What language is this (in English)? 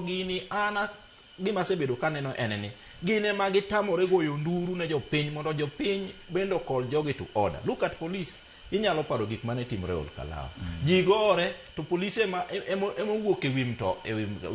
Luo (Kenya and Tanzania)